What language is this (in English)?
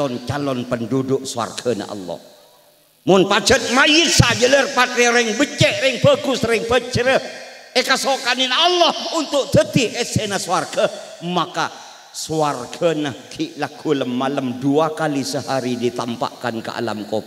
Madurese